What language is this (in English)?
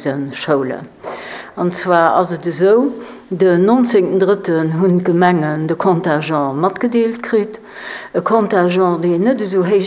Luxembourgish